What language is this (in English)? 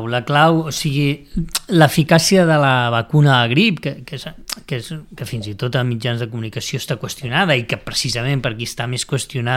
Catalan